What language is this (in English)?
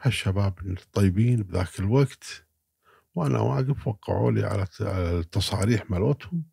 Gulf Arabic